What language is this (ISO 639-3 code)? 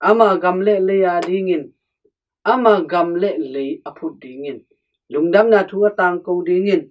ctd